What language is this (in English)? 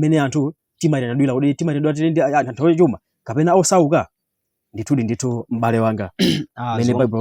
Nyanja